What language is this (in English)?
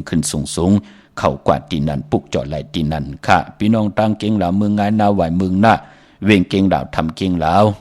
Shan